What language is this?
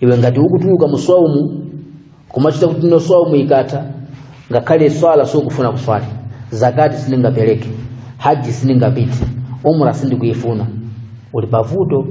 Nyanja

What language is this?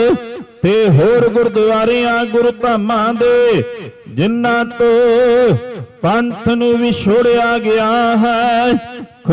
Punjabi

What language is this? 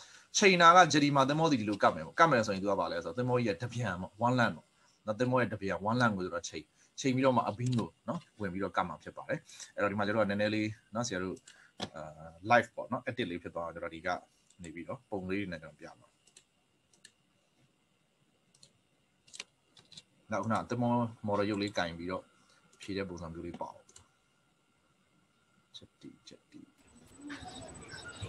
Burmese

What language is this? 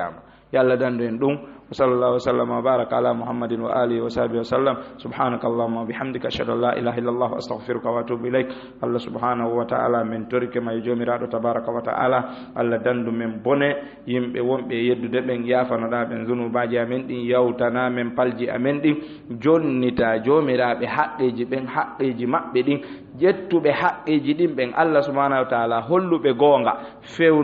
Fula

